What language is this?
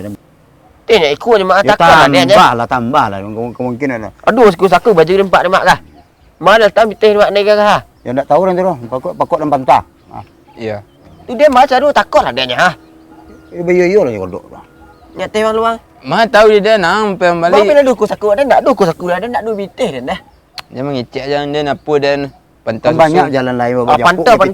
Minangkabau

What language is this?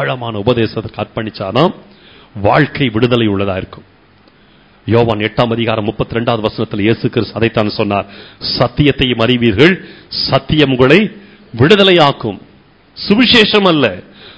Tamil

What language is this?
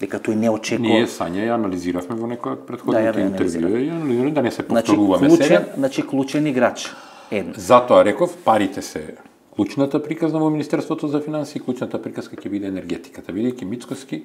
Macedonian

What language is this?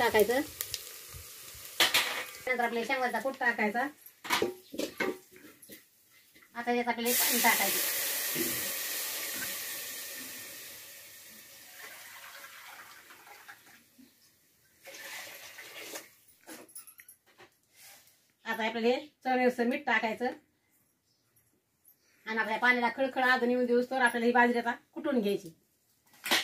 Marathi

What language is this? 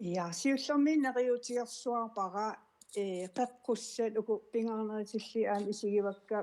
Kalaallisut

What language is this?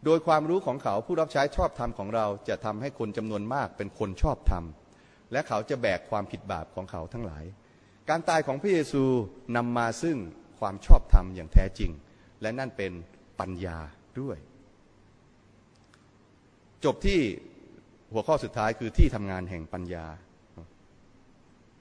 Thai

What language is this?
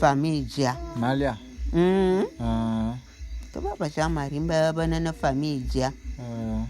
Bulu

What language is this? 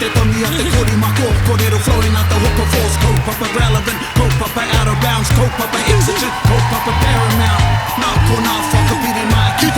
Māori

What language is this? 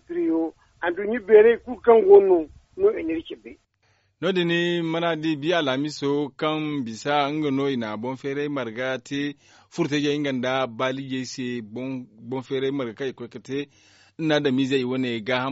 Zarma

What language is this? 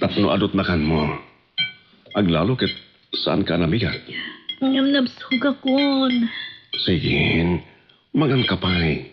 Iloko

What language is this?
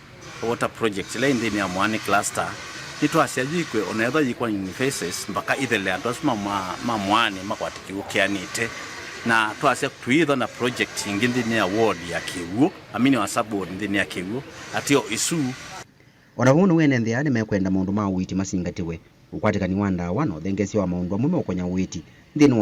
Kamba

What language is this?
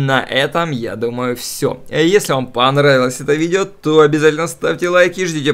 Russian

